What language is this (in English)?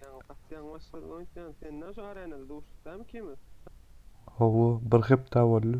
Turkmen